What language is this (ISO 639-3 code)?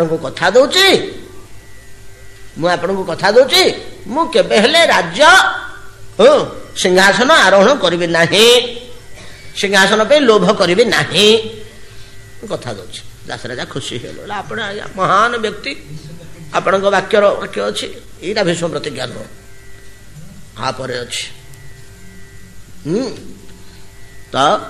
ori